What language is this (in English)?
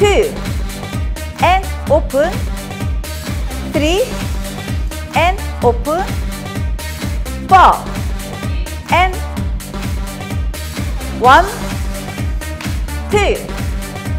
Korean